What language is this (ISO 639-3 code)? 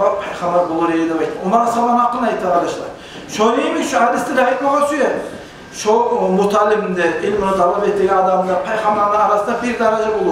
kum